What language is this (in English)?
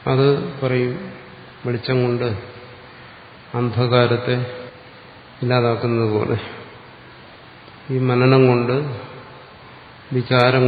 Malayalam